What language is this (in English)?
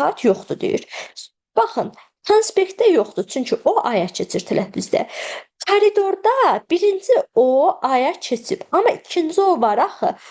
Azerbaijani